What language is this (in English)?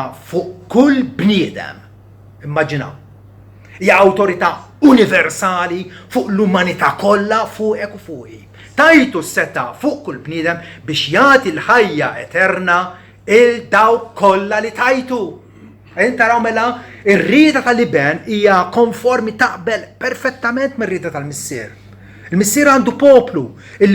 Maltese